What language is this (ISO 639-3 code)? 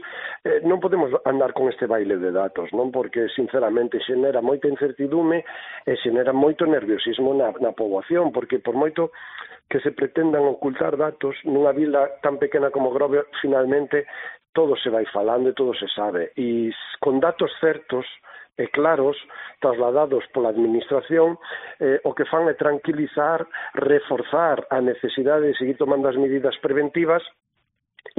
glg